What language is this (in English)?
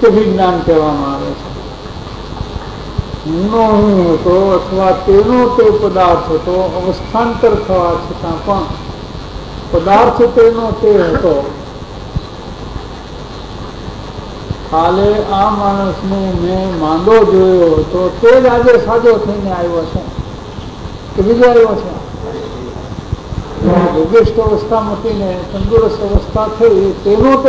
Gujarati